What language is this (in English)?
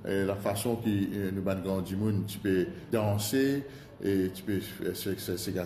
Morisyen